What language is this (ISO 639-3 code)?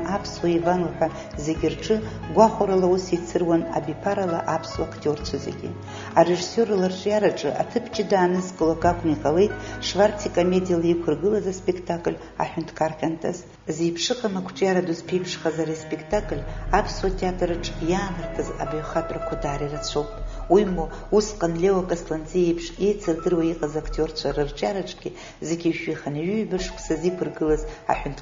abk